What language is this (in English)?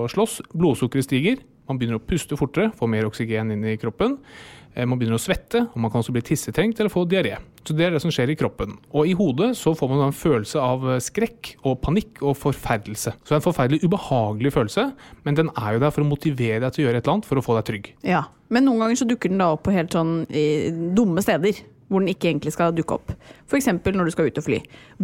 Norwegian